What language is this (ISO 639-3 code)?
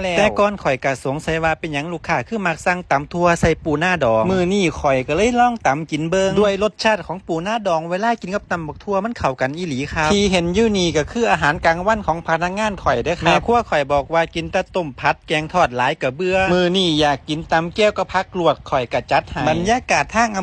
tts